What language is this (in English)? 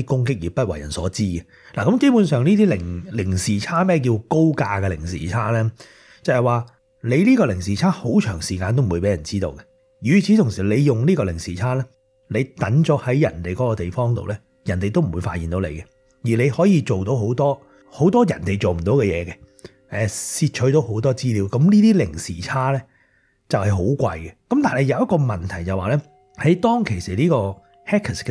Cantonese